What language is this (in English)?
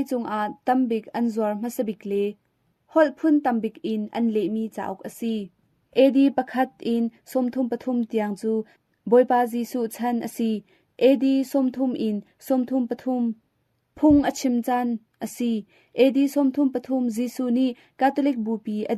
Hakha Chin